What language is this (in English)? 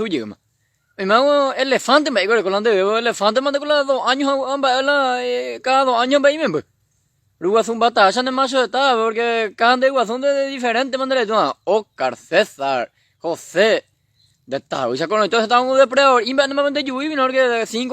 Guarani